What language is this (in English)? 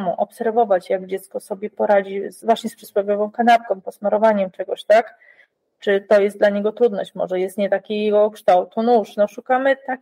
Polish